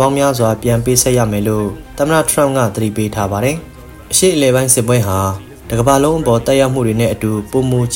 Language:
Burmese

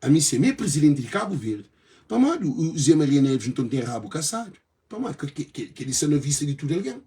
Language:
Kabuverdianu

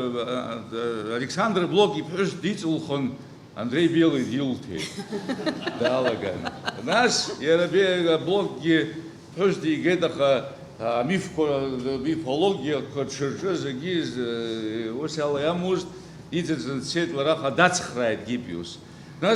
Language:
Abkhazian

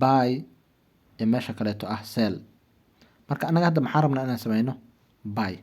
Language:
Somali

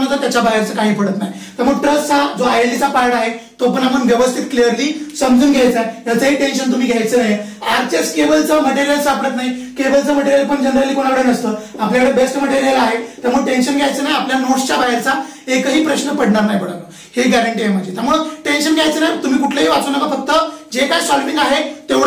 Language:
Marathi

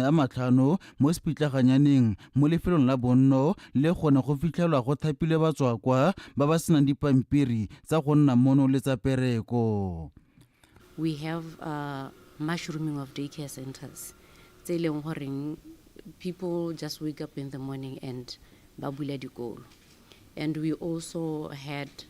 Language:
Tswana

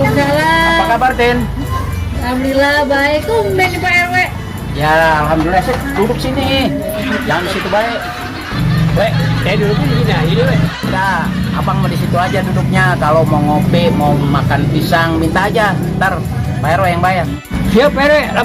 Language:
Betawi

